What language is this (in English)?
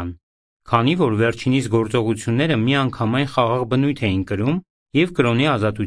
Armenian